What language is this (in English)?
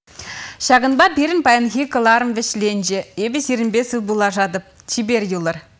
Chuvash